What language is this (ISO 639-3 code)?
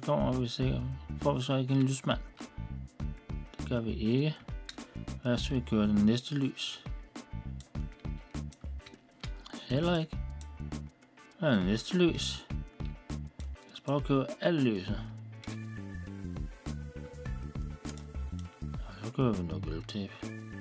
dan